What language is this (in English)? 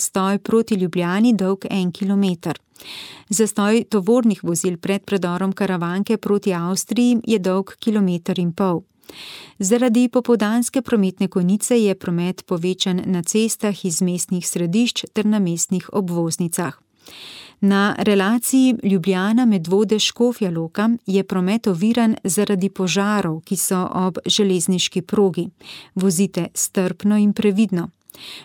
Slovenian